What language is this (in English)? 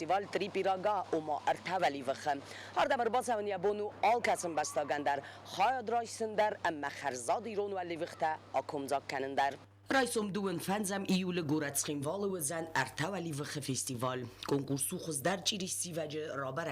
Ossetic